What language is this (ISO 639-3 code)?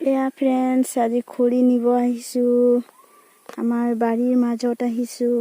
asm